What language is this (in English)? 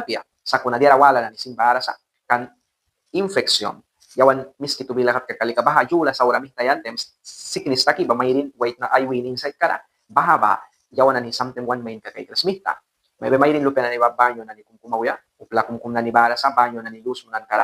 Mískito